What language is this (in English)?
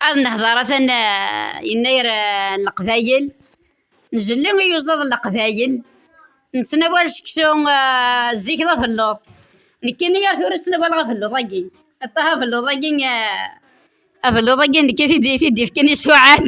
Kabyle